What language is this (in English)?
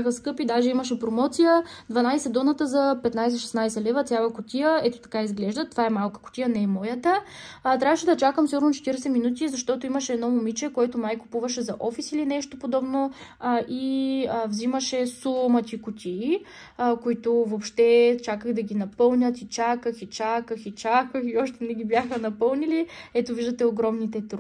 Bulgarian